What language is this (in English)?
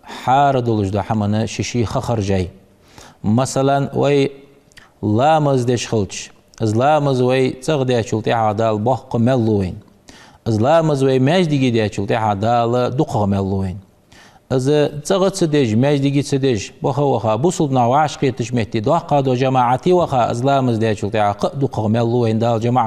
Ingush